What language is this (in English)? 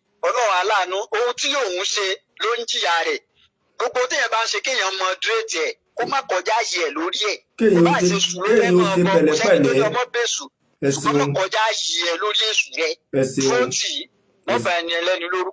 Yoruba